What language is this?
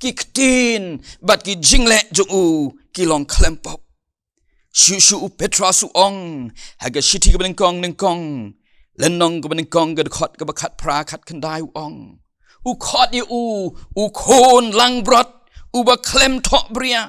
Khasi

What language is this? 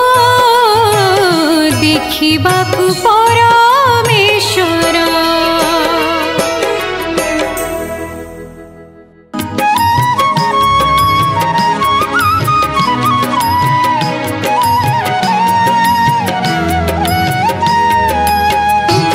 Odia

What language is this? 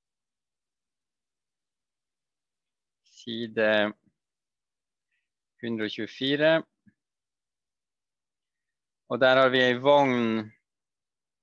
Norwegian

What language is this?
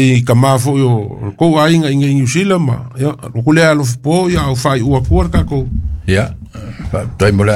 Samoan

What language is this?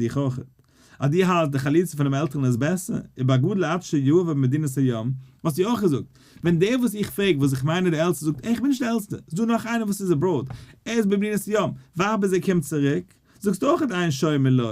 Yiddish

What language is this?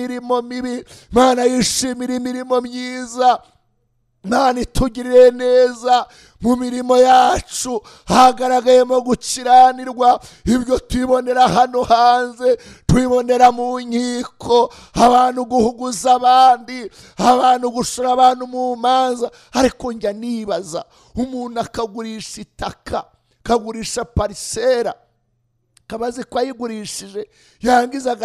Kinyarwanda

